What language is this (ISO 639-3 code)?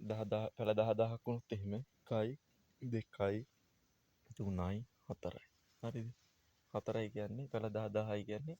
sin